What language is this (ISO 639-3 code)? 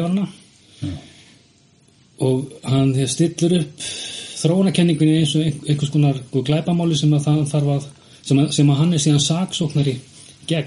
isl